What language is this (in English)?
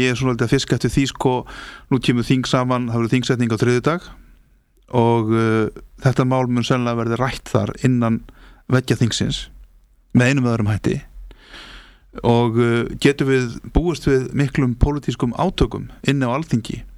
Icelandic